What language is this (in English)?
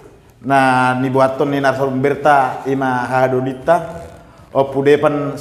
Batak Toba